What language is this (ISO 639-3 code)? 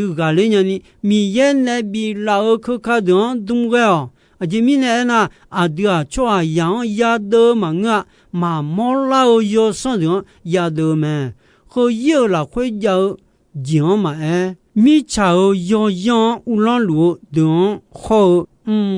ahk